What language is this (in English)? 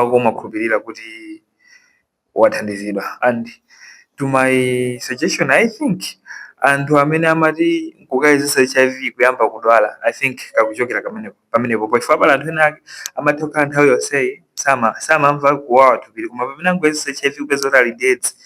Nyanja